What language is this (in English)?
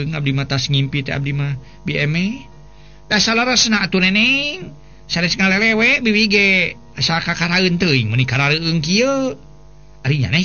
Sundanese